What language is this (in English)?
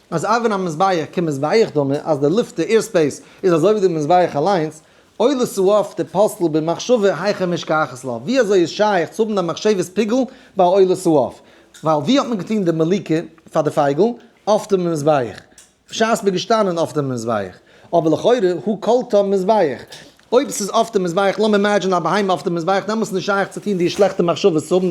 Yiddish